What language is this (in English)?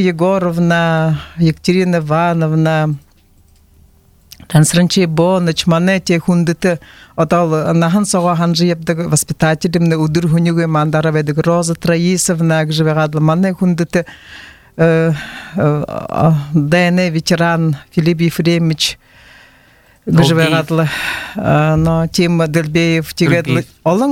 Buriat